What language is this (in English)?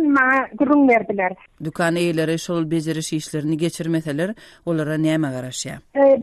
Turkmen